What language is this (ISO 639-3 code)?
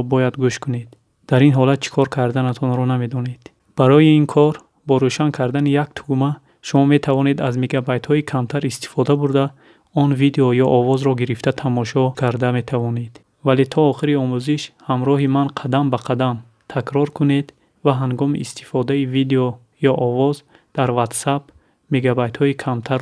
tgk